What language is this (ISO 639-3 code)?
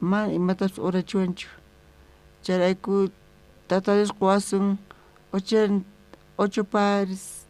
quh